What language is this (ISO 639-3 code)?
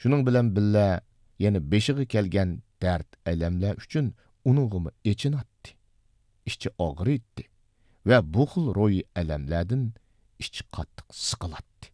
uig